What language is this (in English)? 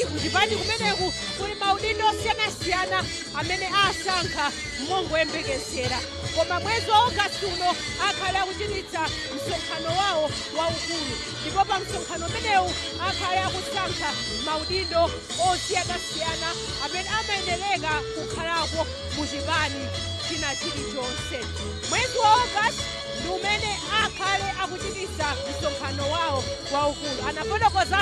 Nyanja